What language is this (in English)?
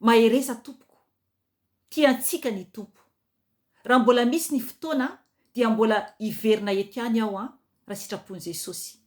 Malagasy